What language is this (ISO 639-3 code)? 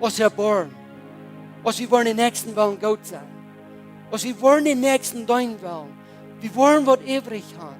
pdt